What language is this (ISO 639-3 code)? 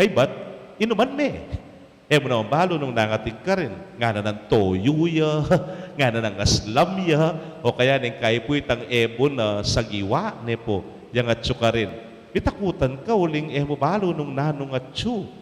pam